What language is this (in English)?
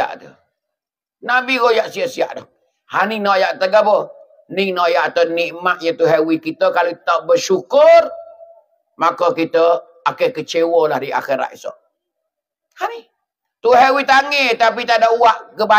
Pattani Malay